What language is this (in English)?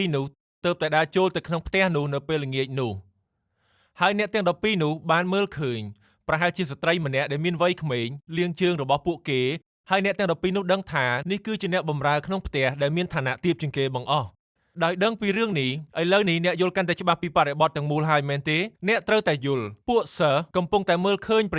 Khmer